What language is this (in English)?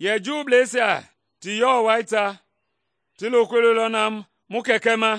Mende